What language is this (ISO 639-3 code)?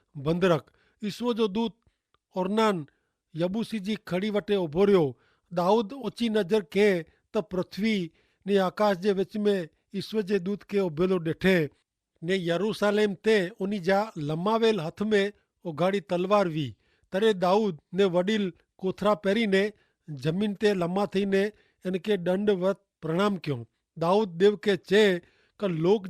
kfr